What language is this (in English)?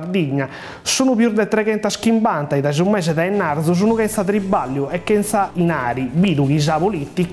Sardinian